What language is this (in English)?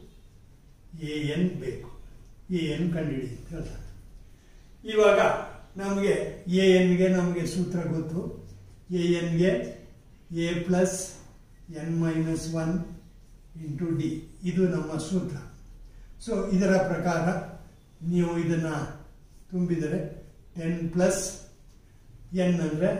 Kannada